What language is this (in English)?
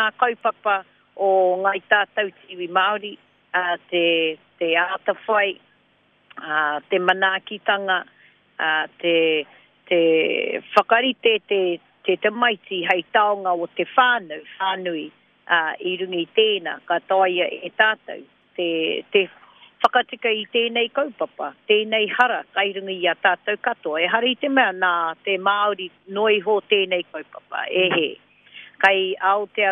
Māori